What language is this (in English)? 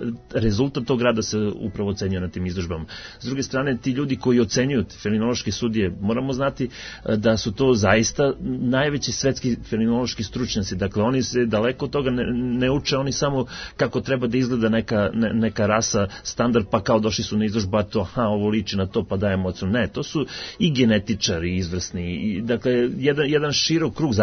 Serbian